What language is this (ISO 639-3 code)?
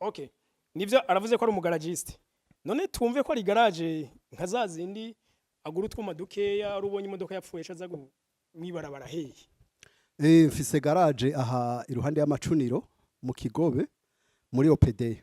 run